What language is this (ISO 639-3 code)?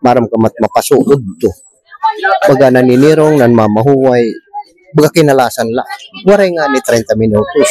war